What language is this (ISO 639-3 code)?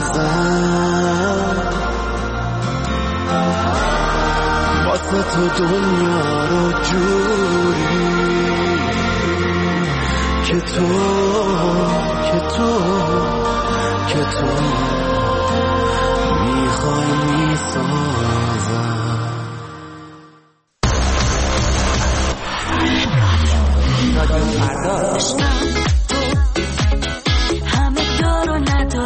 fas